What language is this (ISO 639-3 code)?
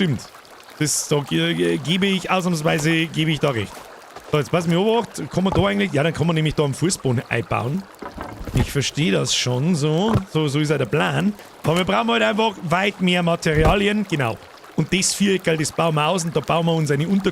bar